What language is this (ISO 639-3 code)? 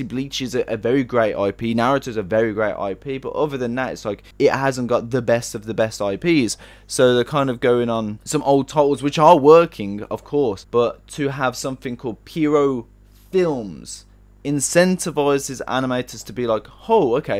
eng